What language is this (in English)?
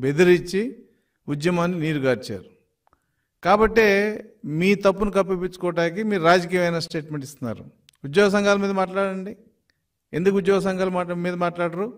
Telugu